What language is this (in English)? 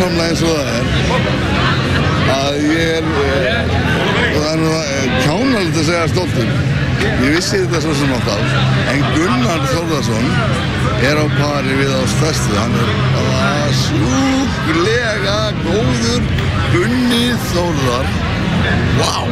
Icelandic